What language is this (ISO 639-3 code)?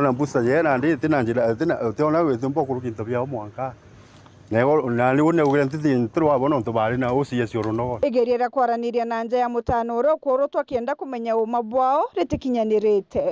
mer